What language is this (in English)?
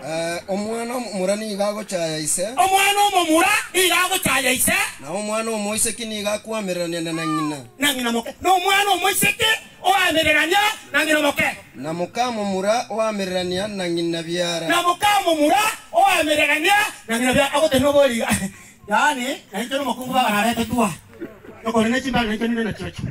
Gusii